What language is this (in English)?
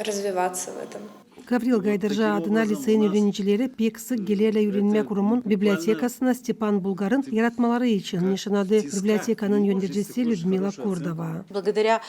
Gagauz